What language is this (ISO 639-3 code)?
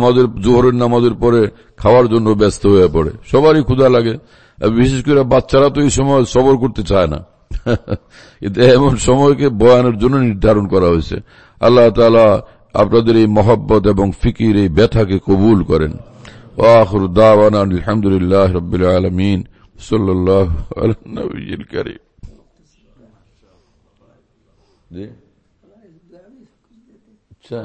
ben